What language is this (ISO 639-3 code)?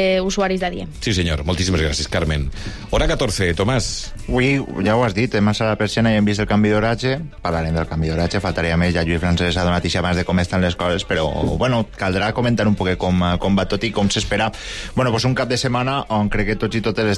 cat